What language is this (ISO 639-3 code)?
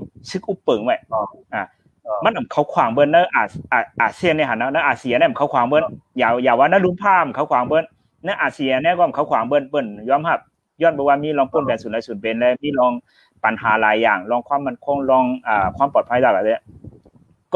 shn